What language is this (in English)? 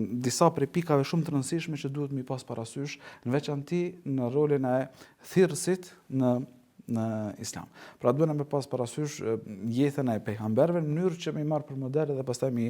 Albanian